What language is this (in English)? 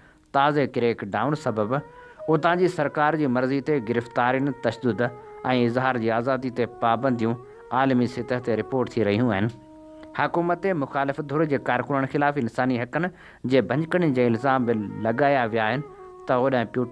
Sindhi